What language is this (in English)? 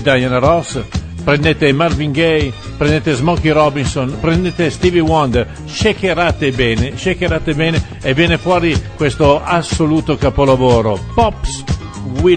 Italian